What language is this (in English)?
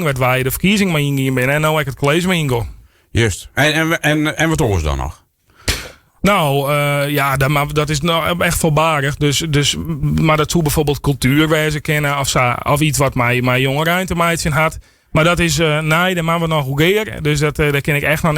Western Frisian